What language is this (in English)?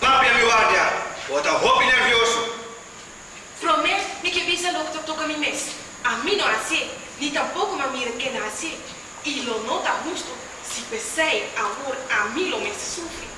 Papiamento